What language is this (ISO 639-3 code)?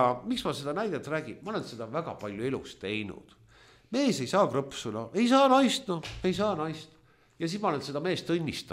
est